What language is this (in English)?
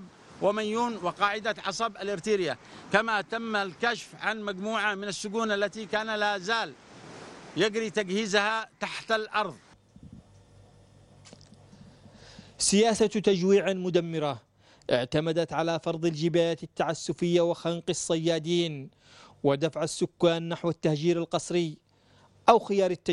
Arabic